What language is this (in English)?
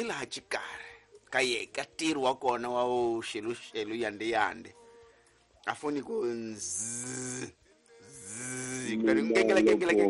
Tsonga